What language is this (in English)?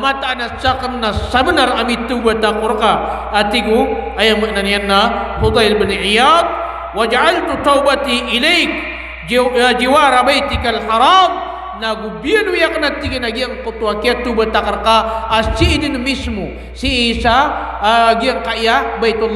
Maranao